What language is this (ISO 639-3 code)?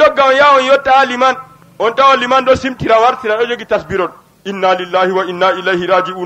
ful